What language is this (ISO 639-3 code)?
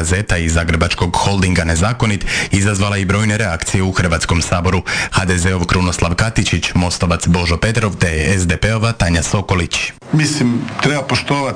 hrv